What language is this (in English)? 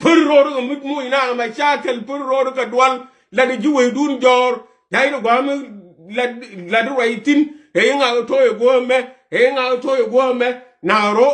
Nuer